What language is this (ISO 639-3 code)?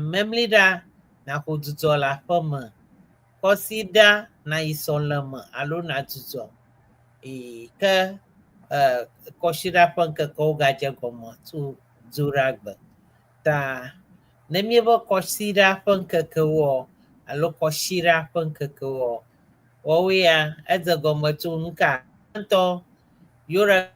ewe